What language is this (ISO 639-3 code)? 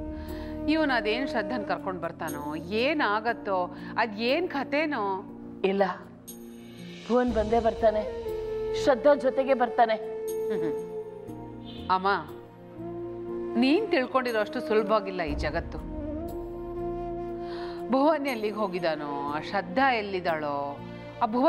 kan